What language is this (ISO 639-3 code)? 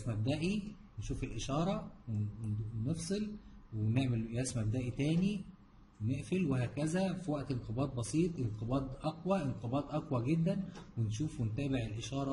arz